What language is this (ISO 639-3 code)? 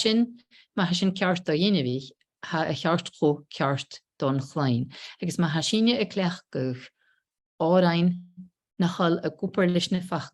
gla